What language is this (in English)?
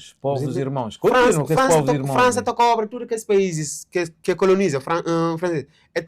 Kabuverdianu